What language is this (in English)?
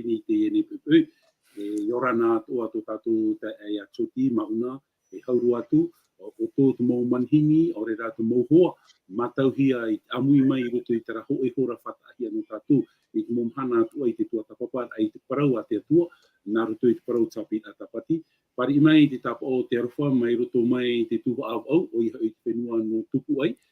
Tahitian